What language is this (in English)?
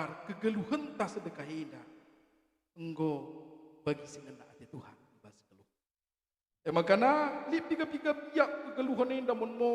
Batak Karo